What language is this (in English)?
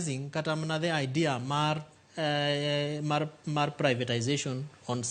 Luo (Kenya and Tanzania)